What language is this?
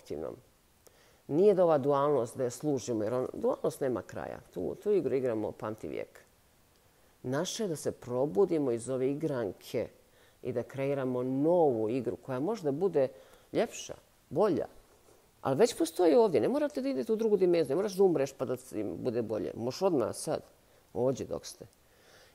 Bosnian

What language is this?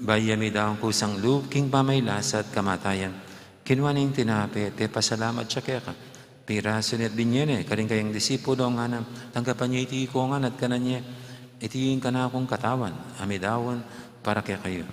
Pampanga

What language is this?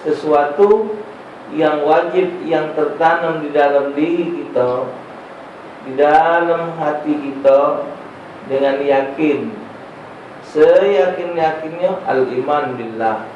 Musi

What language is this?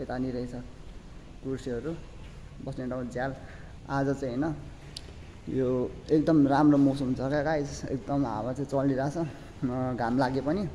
Nepali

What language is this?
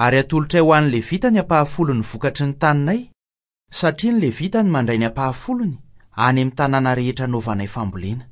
Malagasy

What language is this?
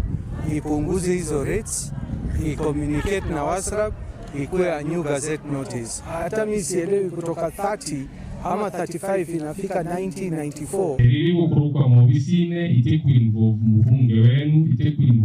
Meru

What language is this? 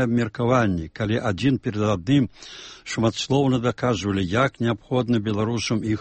Belarusian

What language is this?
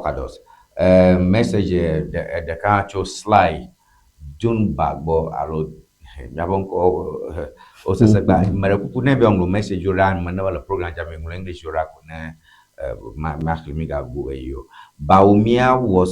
Ewe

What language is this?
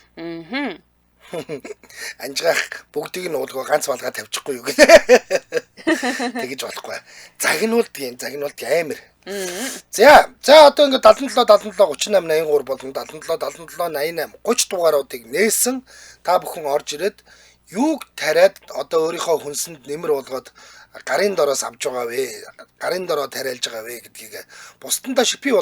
Mongolian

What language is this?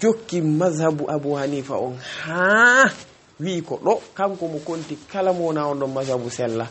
Fula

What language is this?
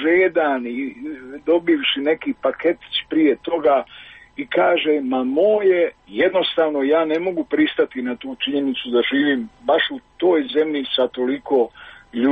Croatian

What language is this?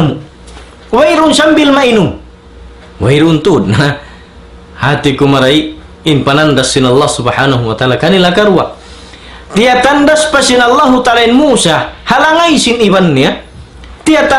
Tausug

